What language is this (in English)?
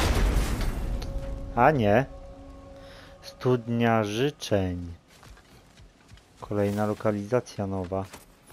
Polish